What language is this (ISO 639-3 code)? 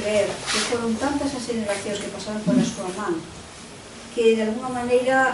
glg